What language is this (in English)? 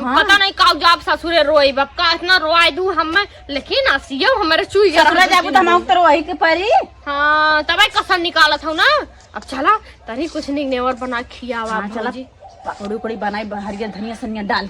Awadhi